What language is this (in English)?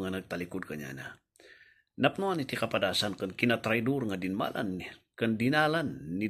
Iloko